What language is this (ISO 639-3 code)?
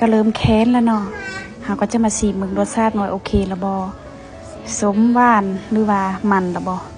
lao